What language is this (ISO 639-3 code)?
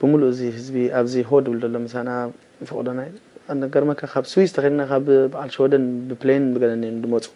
tir